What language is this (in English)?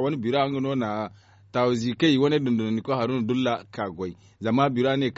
Zarma